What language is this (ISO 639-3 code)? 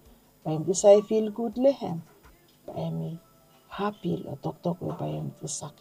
bis